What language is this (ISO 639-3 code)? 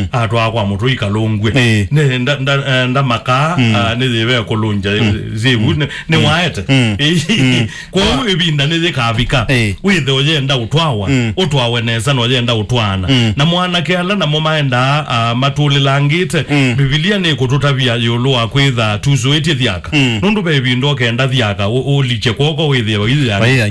kam